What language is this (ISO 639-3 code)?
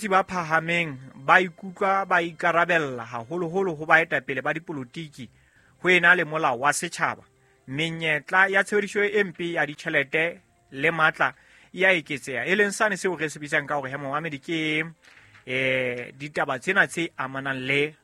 sot